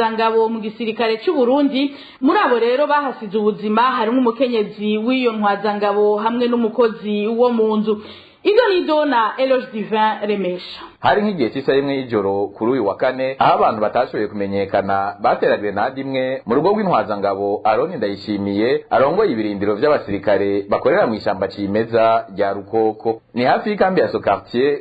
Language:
Rundi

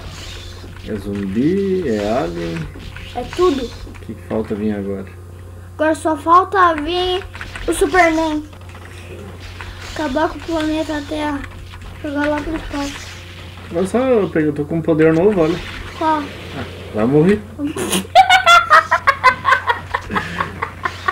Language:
Portuguese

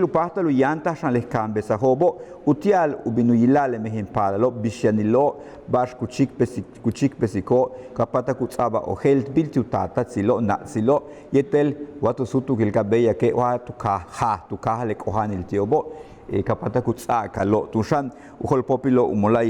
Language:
Yucateco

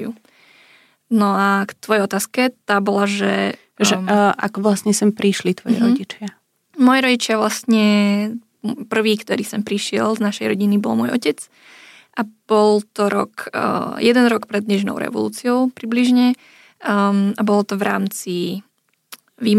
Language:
Slovak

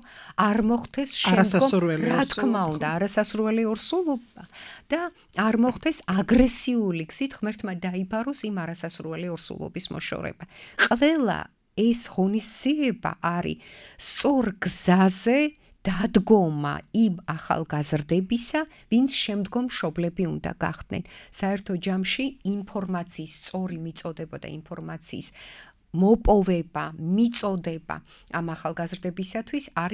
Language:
Georgian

